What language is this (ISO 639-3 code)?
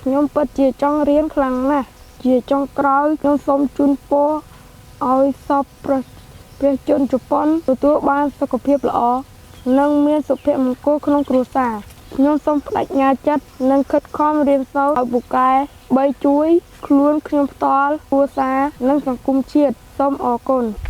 khm